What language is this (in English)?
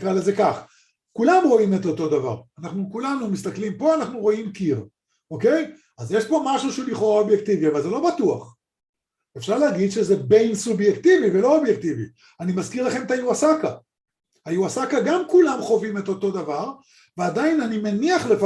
Hebrew